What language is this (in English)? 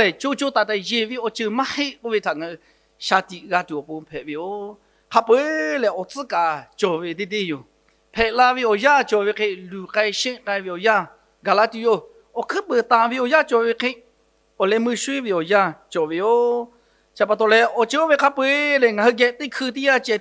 Lahu